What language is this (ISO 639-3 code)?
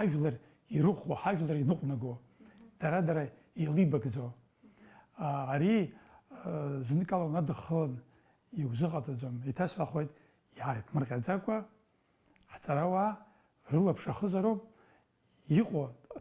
abk